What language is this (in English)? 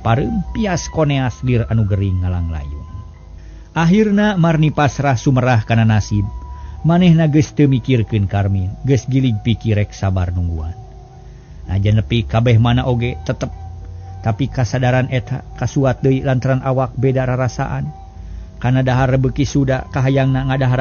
Sundanese